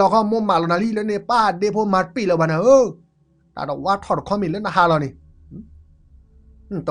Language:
S'gaw Karen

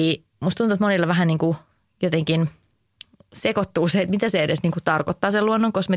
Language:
Finnish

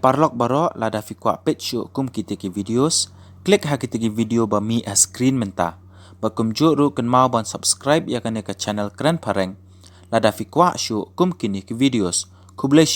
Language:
Khasi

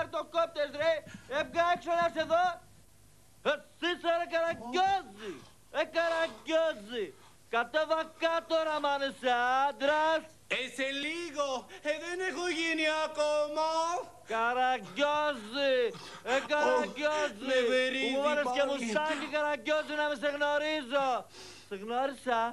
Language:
Greek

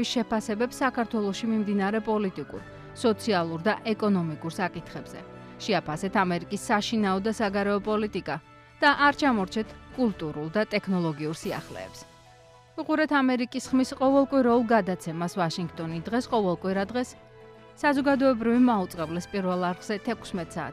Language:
Georgian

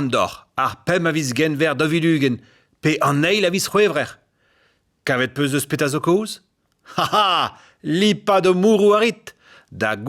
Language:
Breton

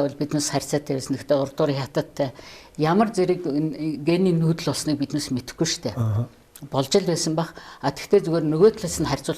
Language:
Mongolian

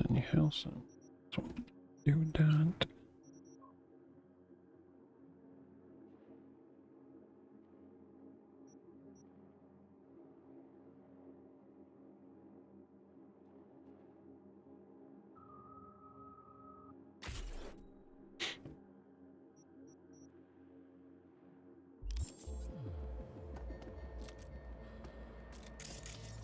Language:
English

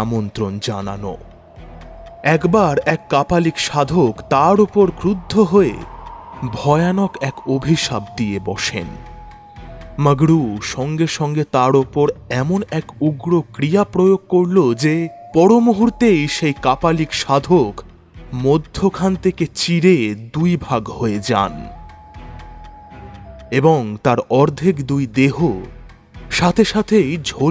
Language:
Bangla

